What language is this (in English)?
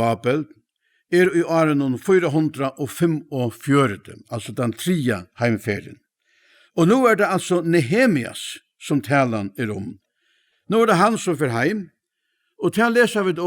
Faroese